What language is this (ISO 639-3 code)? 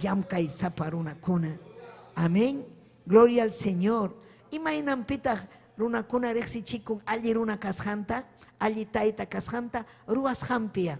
quy